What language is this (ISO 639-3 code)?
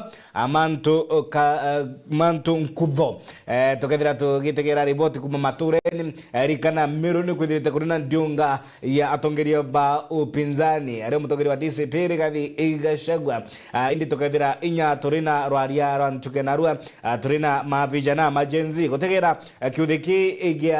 mer